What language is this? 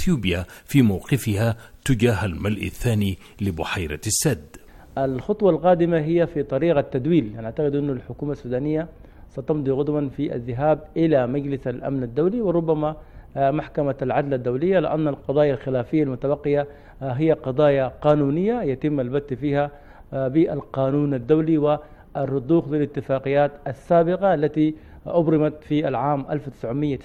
Arabic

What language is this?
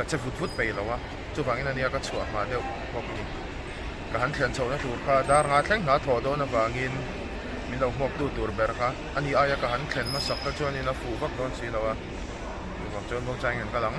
Mizo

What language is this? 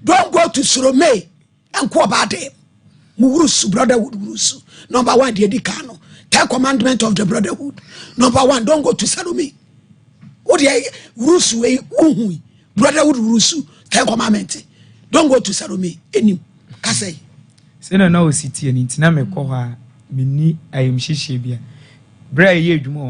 Akan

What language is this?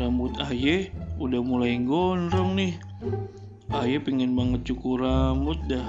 Betawi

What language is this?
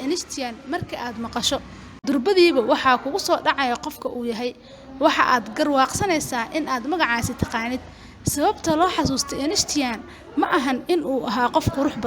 Somali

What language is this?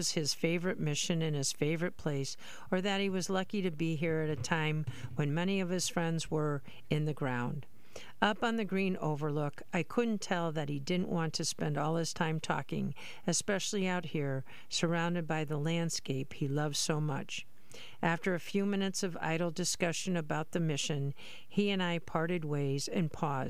English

